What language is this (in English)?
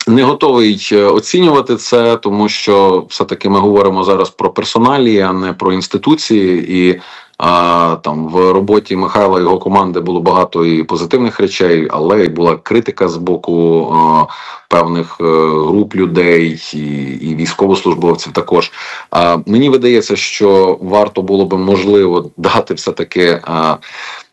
Ukrainian